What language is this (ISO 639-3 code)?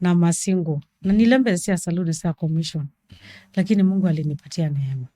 kam